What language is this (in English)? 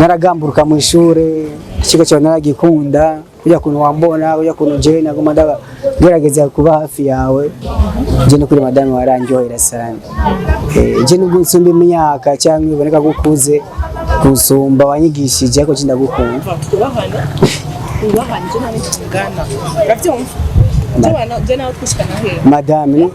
Rundi